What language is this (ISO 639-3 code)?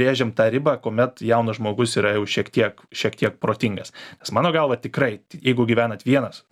lit